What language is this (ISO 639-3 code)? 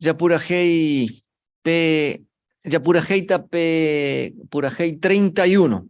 grn